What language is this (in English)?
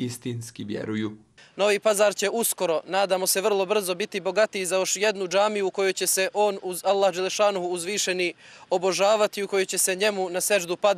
Bosnian